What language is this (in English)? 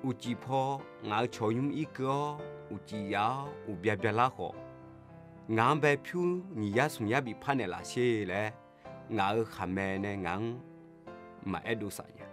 Akha